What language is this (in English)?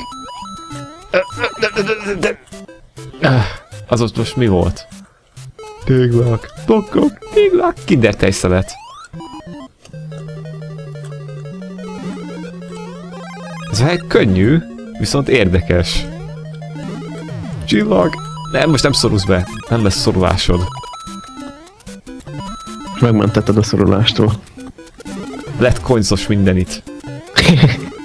Hungarian